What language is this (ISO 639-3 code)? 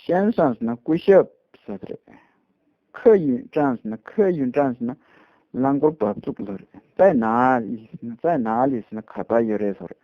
bod